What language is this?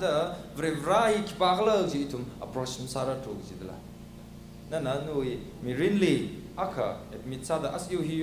Tangkhul Naga (India)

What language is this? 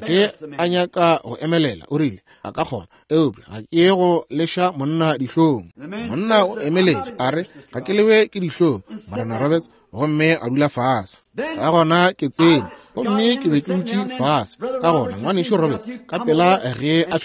Northern Sotho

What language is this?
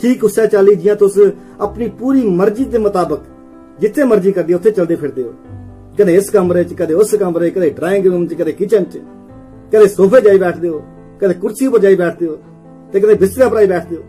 Dogri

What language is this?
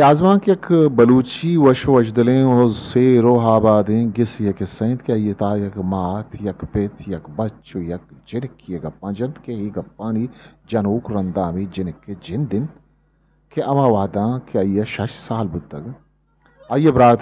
Eastern Balochi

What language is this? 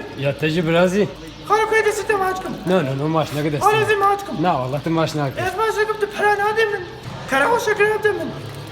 Kurdish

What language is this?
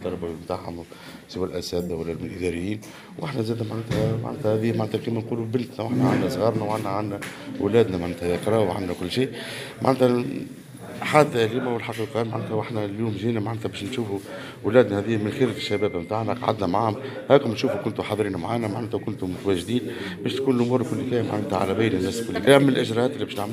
Tunisian Arabic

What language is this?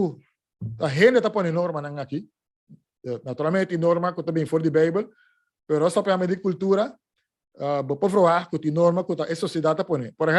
Papiamento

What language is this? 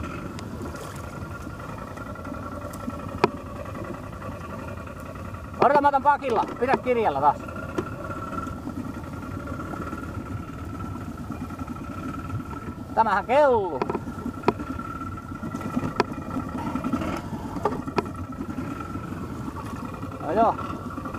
Finnish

